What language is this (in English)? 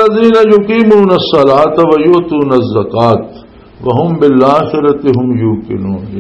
Western Panjabi